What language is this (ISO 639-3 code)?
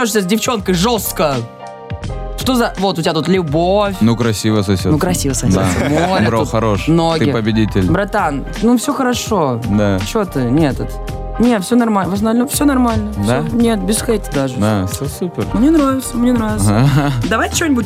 rus